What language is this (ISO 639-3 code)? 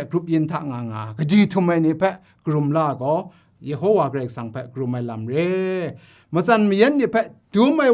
kac